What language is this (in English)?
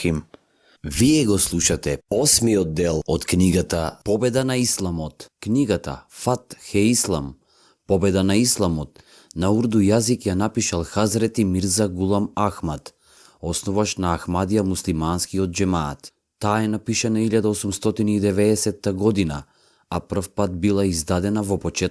Macedonian